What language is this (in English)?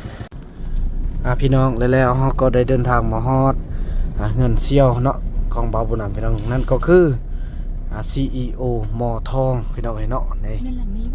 Lao